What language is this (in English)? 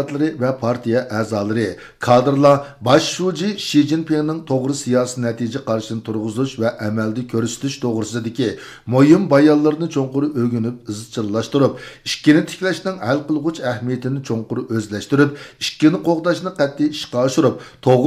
Uyghur